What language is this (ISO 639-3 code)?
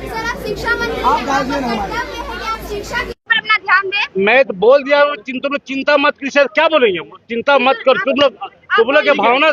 sat